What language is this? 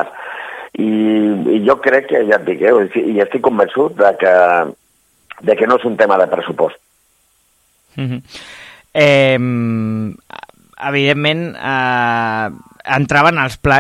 Catalan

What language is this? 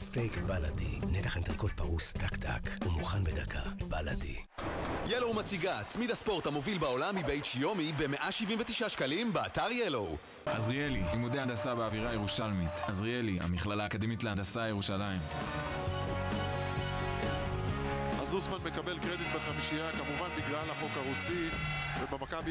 Hebrew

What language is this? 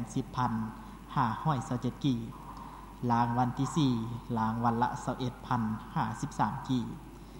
Lao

